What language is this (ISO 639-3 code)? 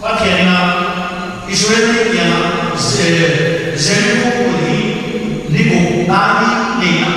pck